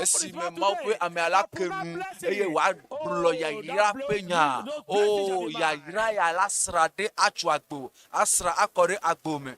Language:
Ewe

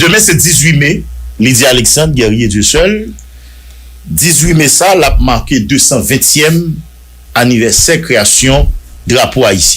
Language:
Haitian Creole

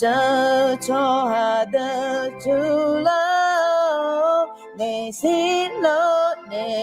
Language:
Akha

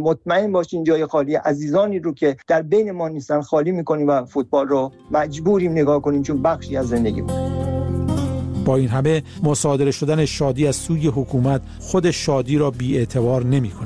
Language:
Persian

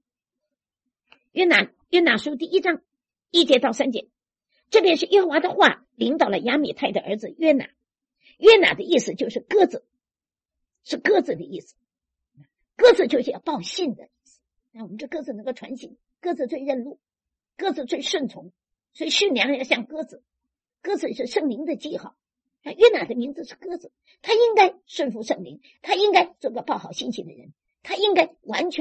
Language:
Chinese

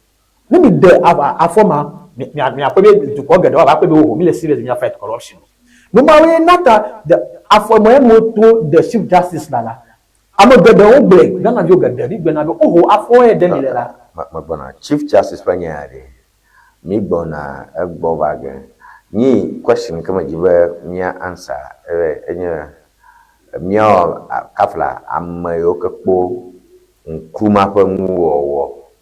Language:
Ewe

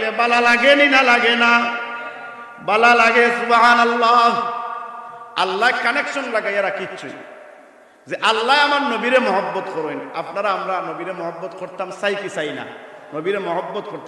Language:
Sylheti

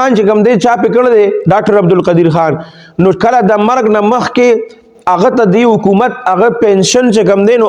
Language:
Pashto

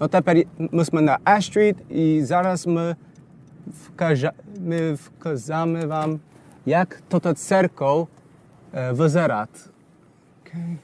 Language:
Rusyn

